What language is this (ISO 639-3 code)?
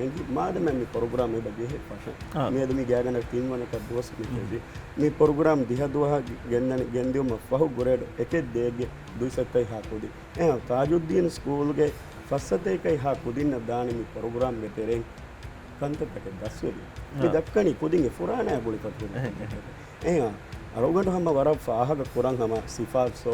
div